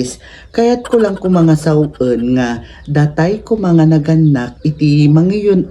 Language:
Iloko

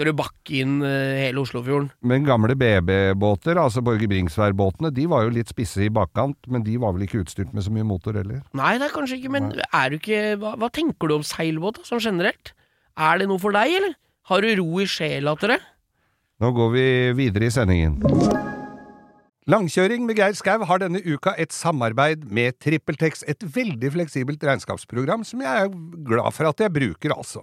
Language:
Norwegian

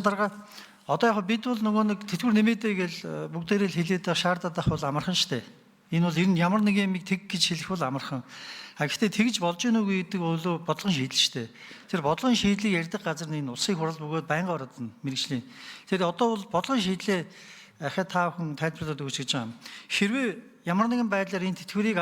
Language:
Mongolian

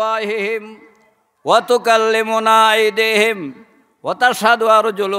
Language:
Sylheti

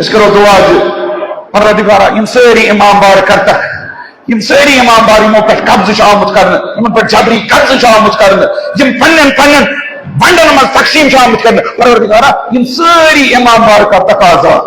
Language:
Kashmiri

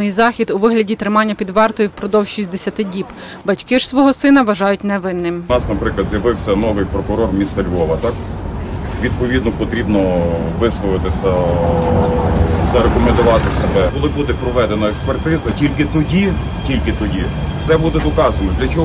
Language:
Ukrainian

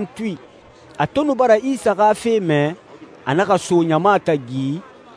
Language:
Susu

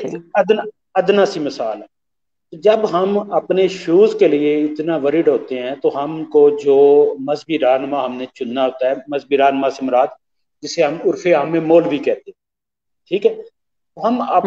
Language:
Urdu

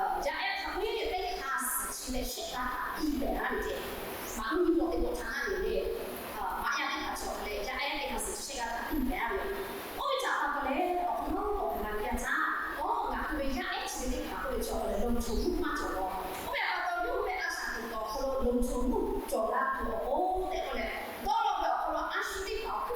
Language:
Lahu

